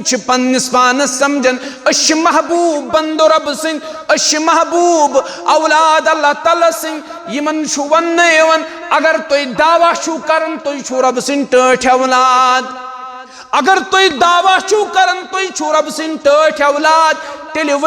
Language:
Kashmiri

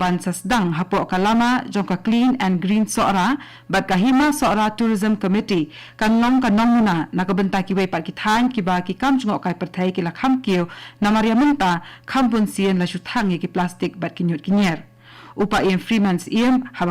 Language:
Khasi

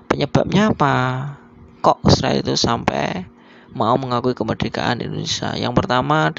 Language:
Indonesian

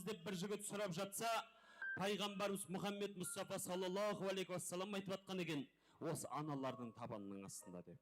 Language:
Kara-Kalpak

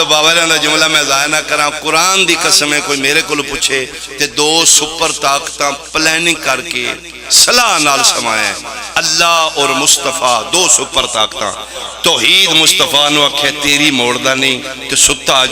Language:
Pahari-Potwari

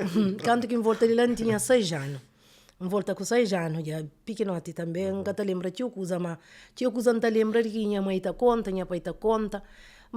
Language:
Kabuverdianu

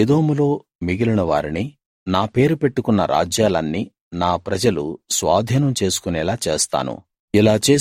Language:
Telugu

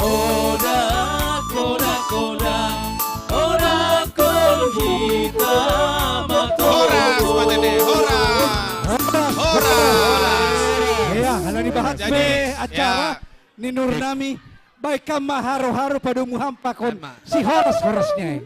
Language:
Batak Simalungun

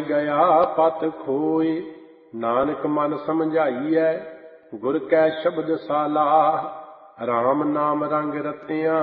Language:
Punjabi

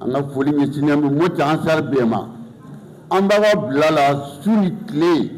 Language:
Bambara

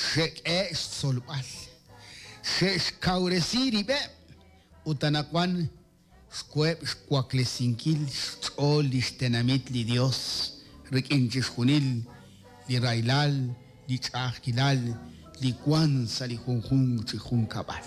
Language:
Kekchí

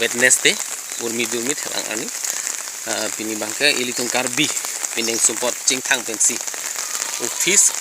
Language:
Karbi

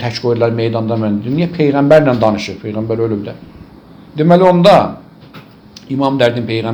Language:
Azerbaijani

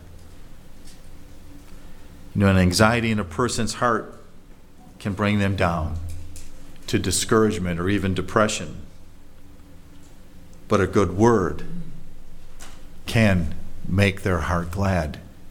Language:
English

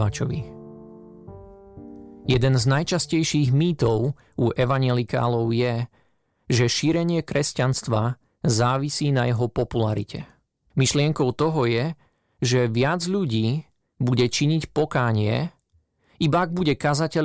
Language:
Slovak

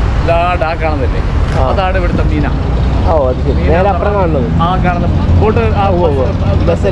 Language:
Malayalam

